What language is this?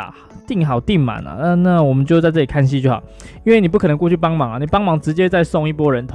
Chinese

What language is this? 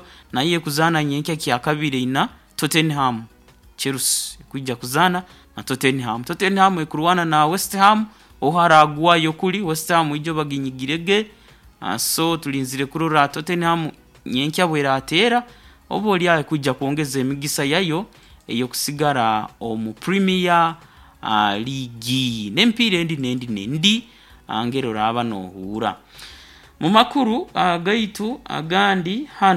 Nyoro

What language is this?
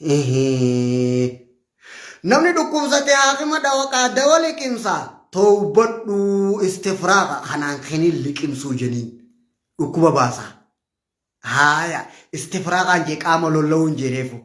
Oromo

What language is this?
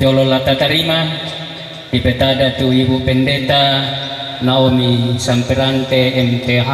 Toraja-Sa'dan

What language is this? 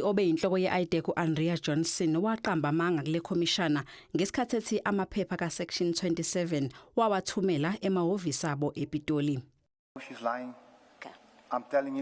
Zulu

